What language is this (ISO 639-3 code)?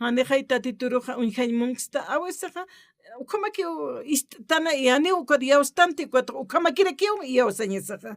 aym